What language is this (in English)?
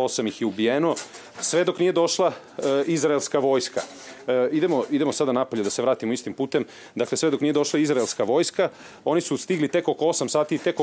Bosnian